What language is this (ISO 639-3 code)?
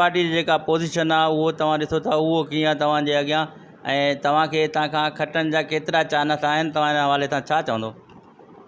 snd